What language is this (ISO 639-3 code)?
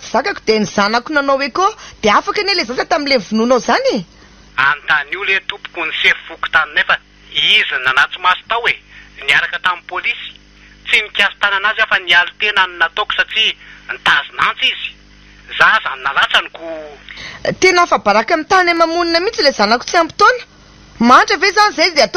mlg